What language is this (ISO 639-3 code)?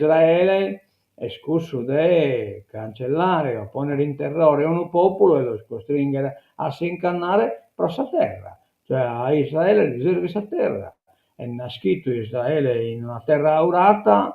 srd